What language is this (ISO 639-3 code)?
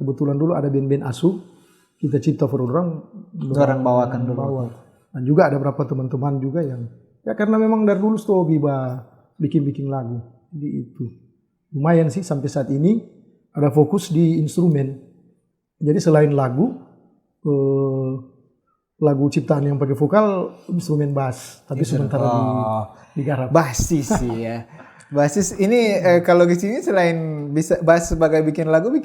xmm